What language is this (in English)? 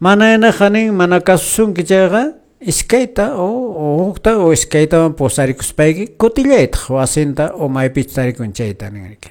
Quechua